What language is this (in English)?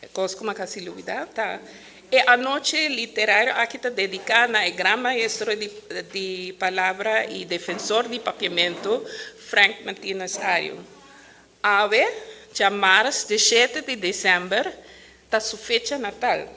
Papiamento